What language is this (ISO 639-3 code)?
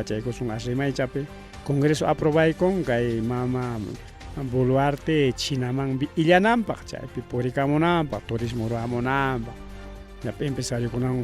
quy